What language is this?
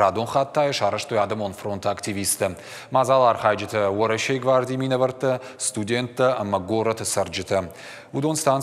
Ossetic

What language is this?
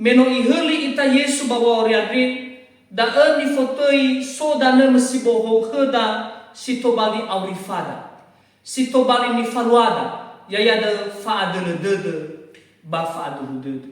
Nias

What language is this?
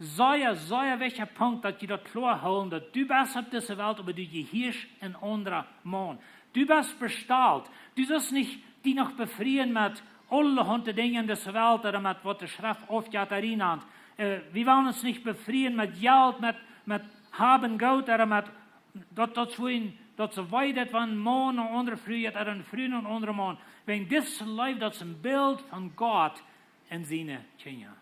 Plautdietsch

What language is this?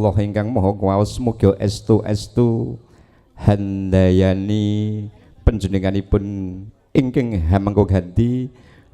Javanese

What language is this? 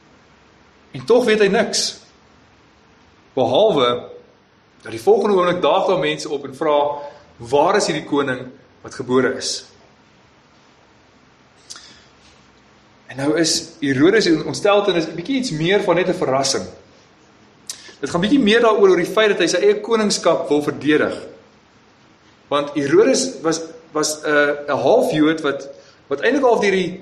Afrikaans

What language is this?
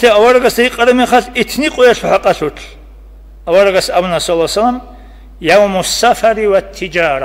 Avaric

